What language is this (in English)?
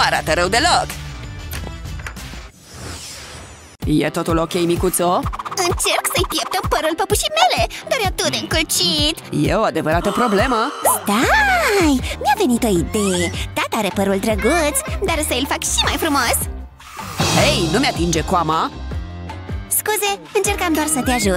Romanian